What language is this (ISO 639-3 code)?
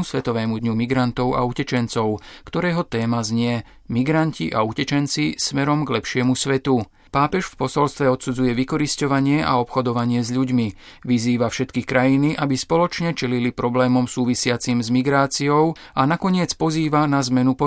slk